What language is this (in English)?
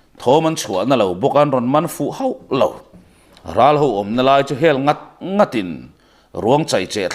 Mizo